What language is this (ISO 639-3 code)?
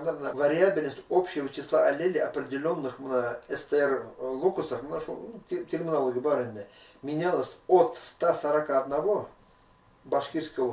bak